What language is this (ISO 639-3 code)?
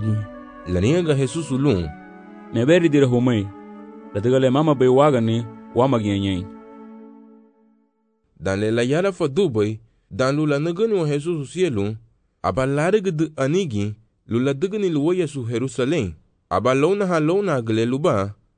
cab